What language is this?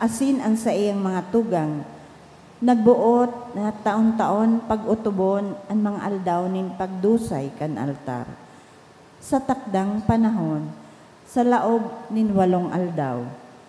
Bikol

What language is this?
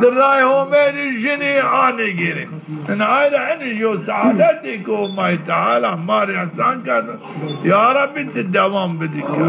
Zaza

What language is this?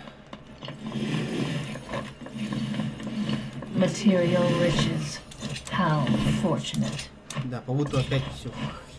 Russian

